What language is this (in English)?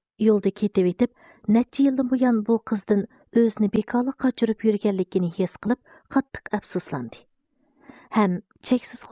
Uyghur